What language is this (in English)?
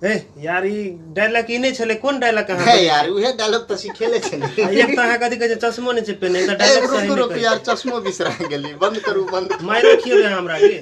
Maithili